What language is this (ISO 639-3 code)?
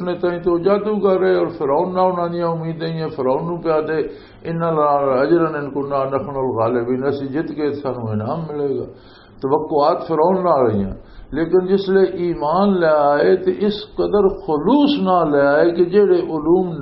lah